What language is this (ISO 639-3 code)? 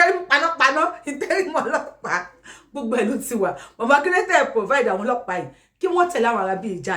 yor